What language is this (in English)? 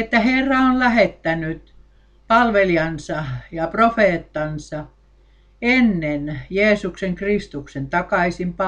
Finnish